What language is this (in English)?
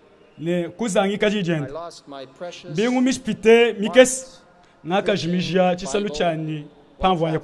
Luba-Lulua